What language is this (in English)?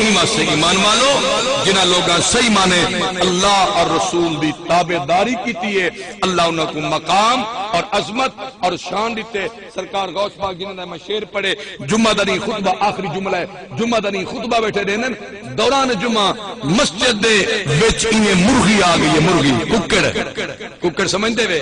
Saraiki